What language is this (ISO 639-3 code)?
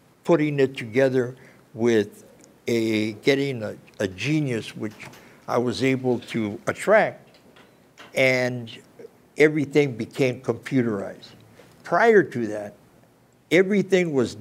eng